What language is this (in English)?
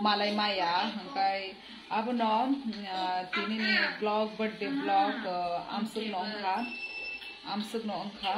Kok Borok